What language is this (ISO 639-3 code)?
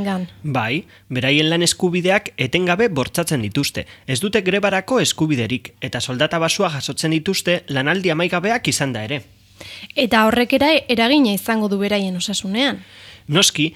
eus